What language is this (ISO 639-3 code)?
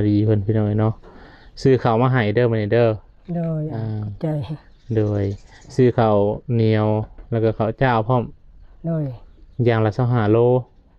lao